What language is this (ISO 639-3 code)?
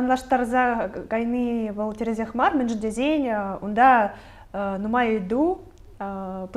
chv